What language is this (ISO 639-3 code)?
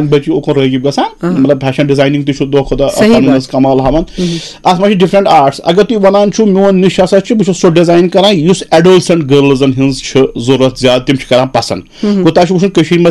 kas